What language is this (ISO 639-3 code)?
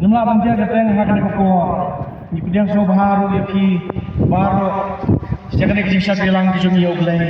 kha